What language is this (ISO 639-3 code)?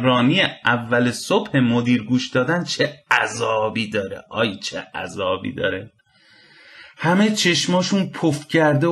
fas